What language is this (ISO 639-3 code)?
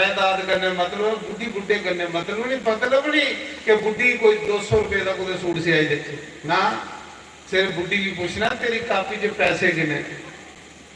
doi